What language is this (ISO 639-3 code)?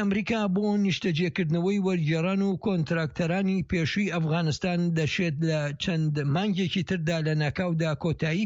ckb